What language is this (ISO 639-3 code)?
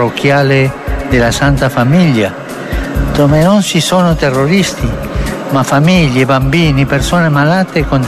ita